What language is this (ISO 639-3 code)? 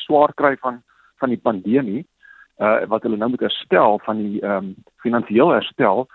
afr